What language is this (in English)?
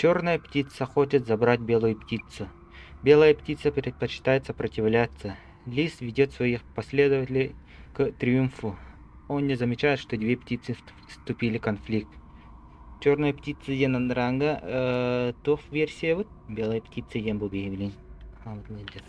Yakut